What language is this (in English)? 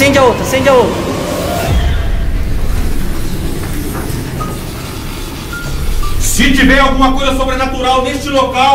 Portuguese